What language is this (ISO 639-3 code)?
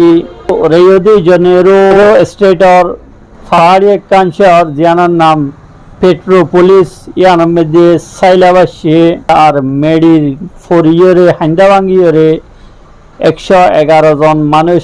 rhg